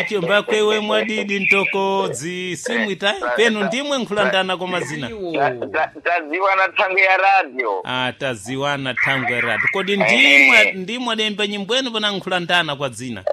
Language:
Sena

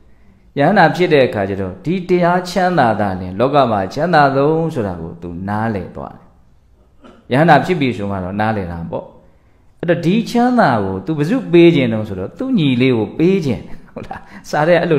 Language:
Burmese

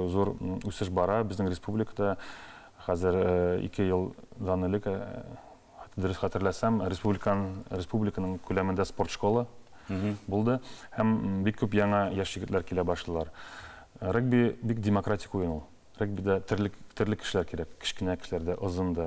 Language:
Tatar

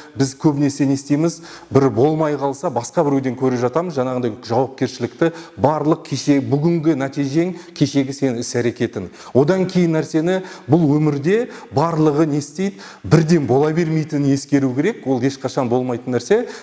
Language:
Kazakh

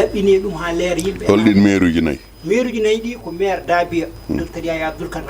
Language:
Fula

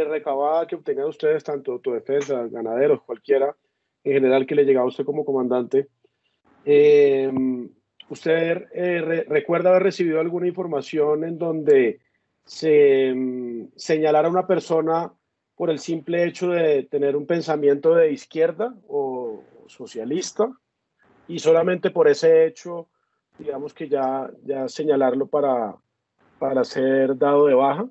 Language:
Spanish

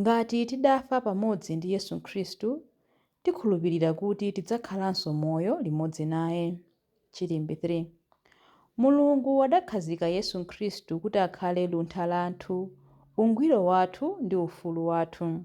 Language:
Nyanja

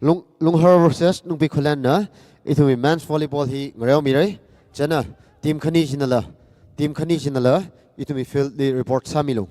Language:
Tangkhul Naga (India)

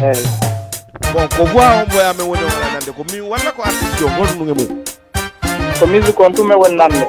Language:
Fula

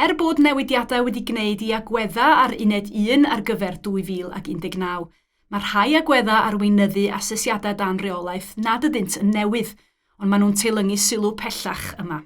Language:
Welsh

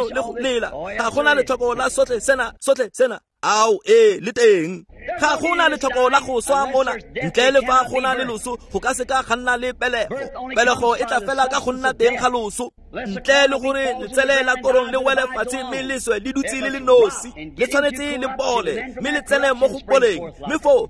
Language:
Tswana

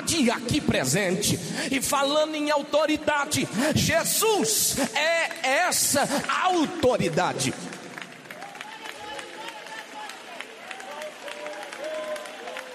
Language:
Portuguese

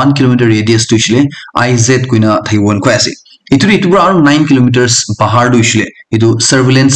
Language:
Naga Pidgin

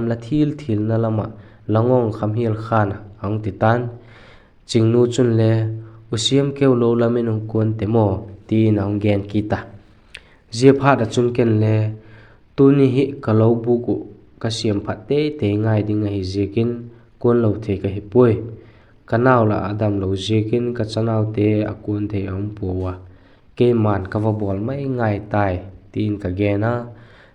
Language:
Vaiphei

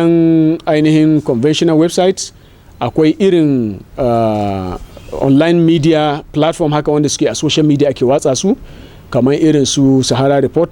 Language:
Hausa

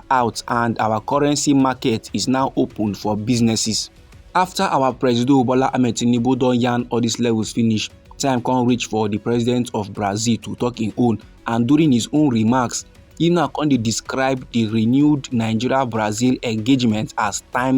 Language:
Nigerian Pidgin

